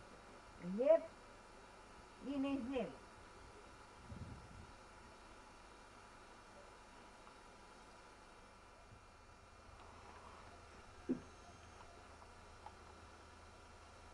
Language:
Bosnian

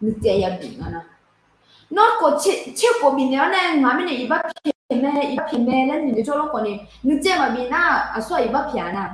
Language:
Akha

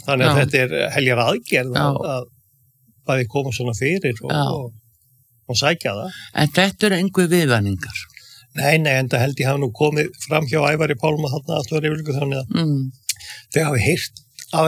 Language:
Icelandic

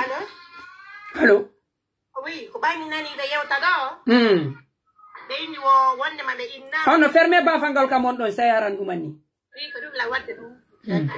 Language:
Pular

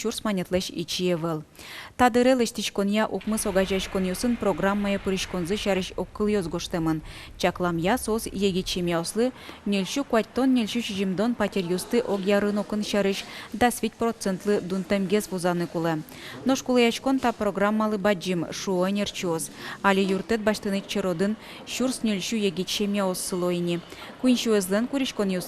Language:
Udmurt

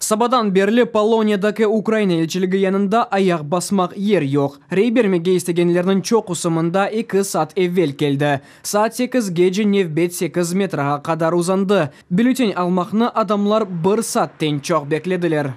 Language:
Crimean Tatar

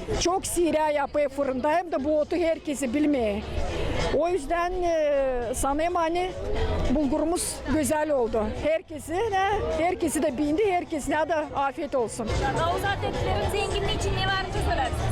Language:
Gagauz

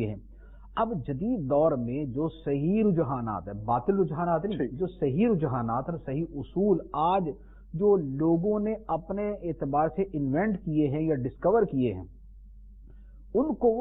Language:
Urdu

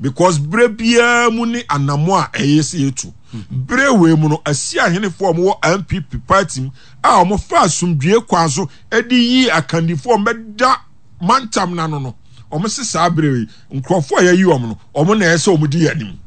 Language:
Akan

